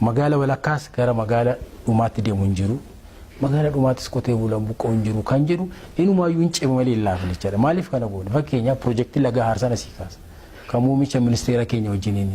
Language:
Oromo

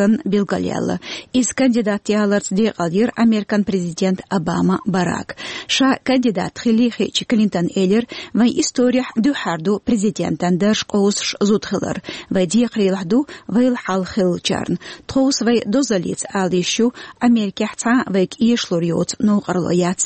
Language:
Chechen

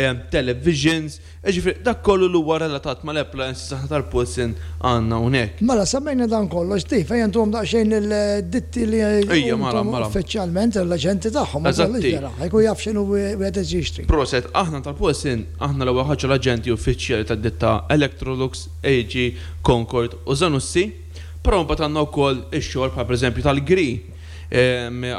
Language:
Maltese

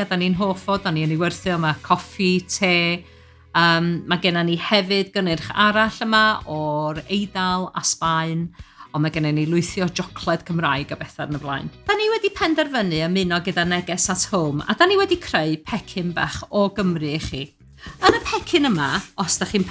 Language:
Welsh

